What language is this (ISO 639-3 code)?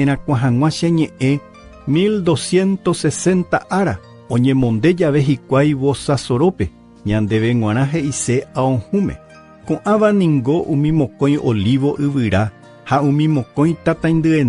grn